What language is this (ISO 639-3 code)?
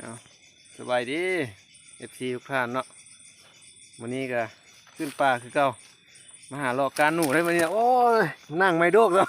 lao